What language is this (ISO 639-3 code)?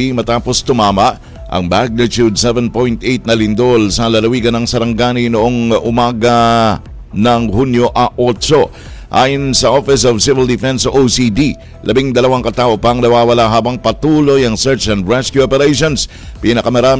fil